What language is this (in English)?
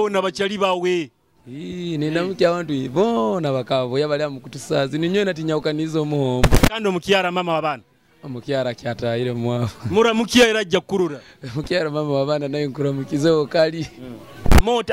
Nyoro